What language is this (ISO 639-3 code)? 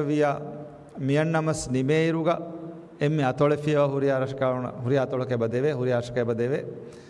div